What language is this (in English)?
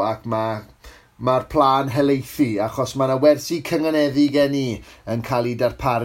Welsh